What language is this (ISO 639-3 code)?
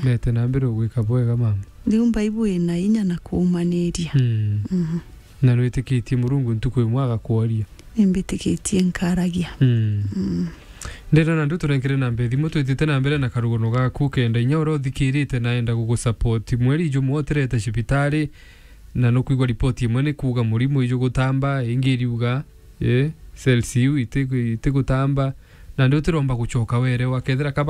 mer